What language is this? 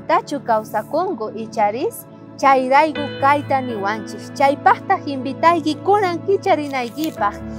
South Bolivian Quechua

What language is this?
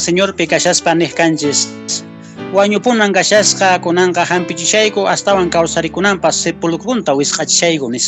Quechua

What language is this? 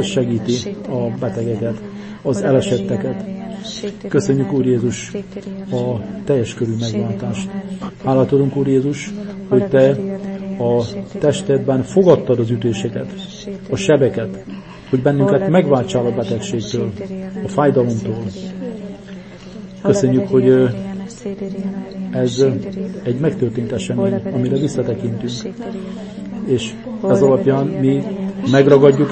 Hungarian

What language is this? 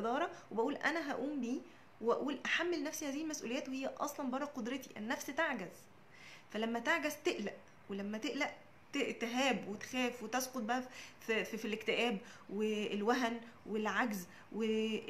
Egyptian Arabic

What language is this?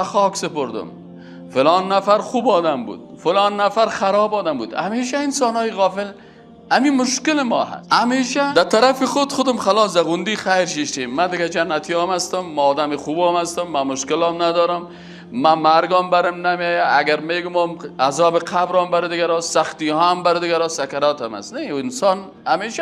Persian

